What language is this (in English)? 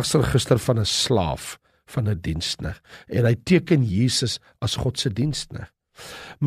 Afrikaans